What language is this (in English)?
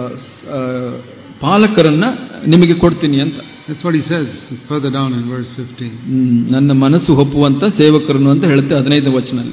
Kannada